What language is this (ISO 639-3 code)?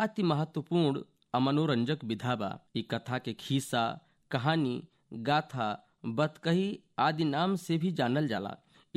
bho